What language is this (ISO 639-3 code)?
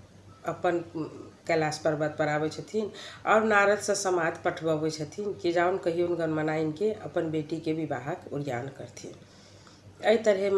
mai